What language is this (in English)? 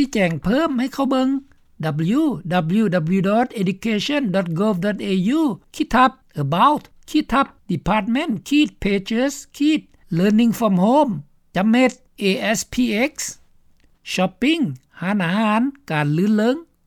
Lao